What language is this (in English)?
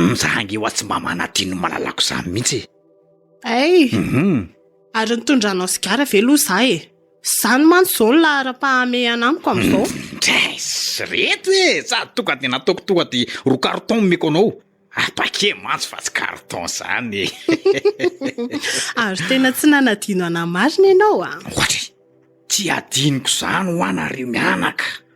Malagasy